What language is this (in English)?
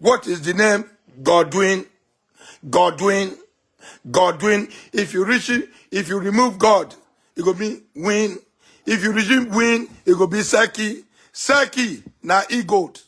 Nigerian Pidgin